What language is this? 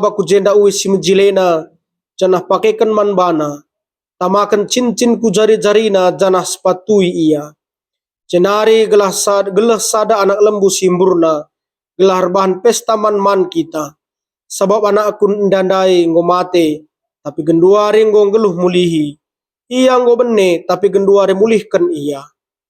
Batak Karo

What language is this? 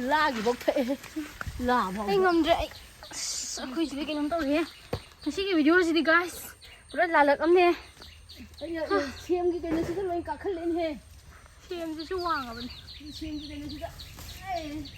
Manipuri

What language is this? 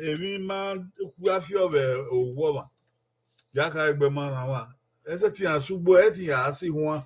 Bini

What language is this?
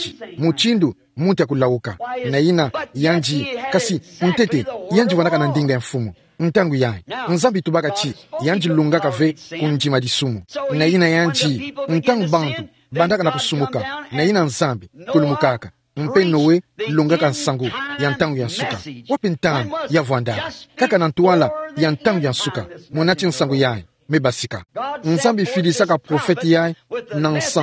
Kituba (Democratic Republic of Congo)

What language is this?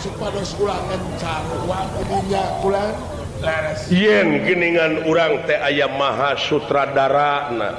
Sundanese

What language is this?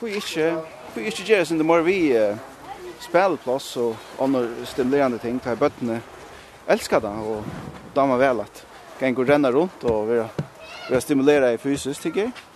Faroese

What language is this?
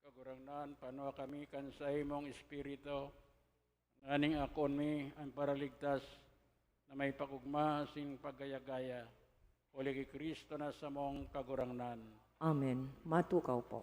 Bikol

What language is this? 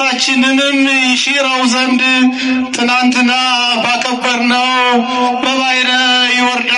Amharic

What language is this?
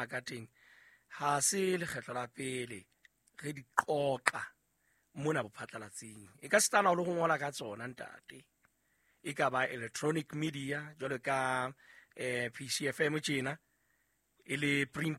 Southern Sotho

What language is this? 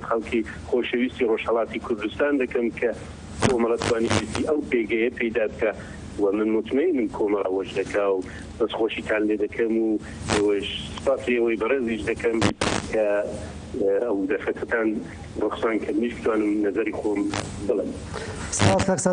Central Kurdish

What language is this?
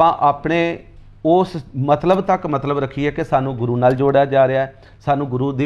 Punjabi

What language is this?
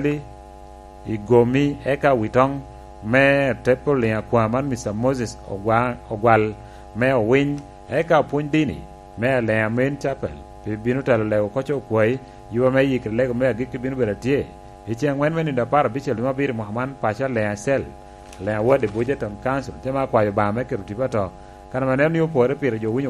Lango (Uganda)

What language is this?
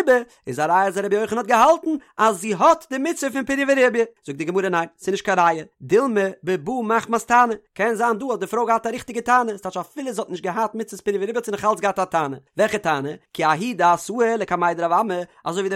Yiddish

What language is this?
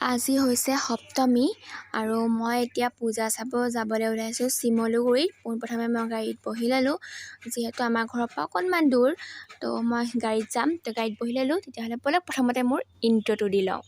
Assamese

